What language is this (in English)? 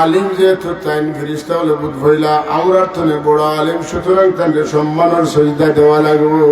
Sylheti